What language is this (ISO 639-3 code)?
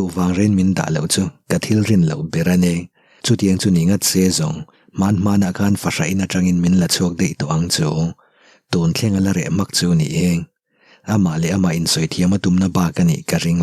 lus